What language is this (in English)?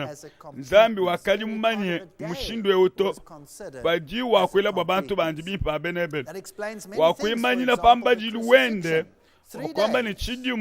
Luba-Lulua